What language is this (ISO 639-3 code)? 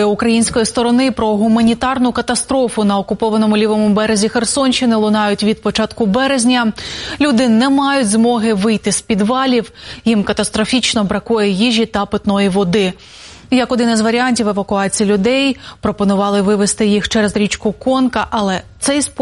ukr